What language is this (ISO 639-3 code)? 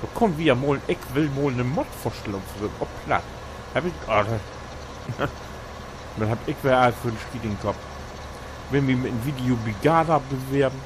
nds